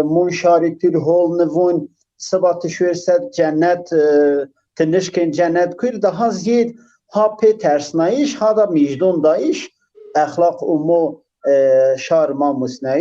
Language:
Zaza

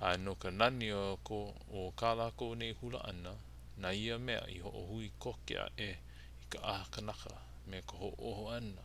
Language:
Hawaiian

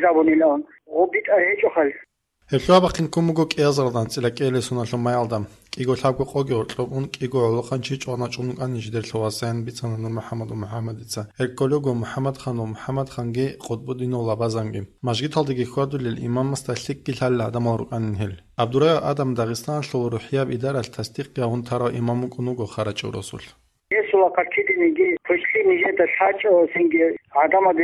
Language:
Avaric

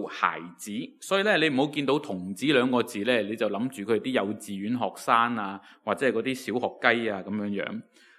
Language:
Cantonese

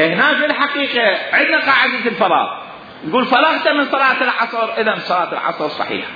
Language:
Mesopotamian Arabic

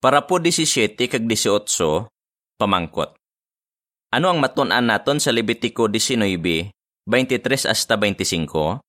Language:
Hiligaynon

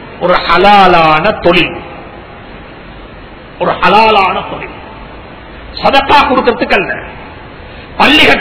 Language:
Tamil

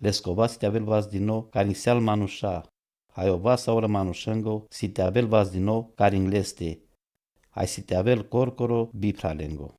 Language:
Romany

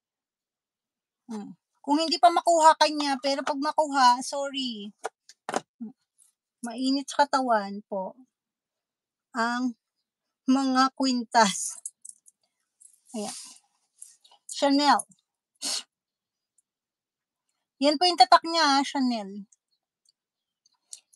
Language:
Filipino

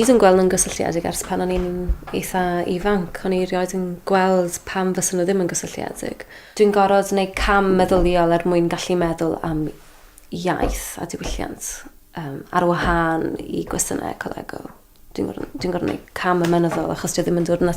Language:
Welsh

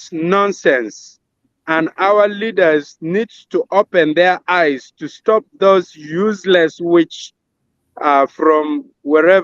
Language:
Acoli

